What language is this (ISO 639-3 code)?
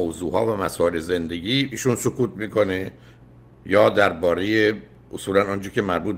fas